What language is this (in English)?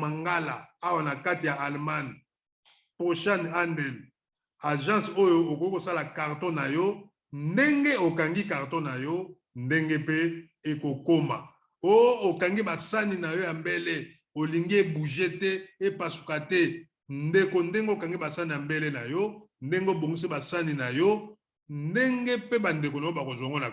Lingala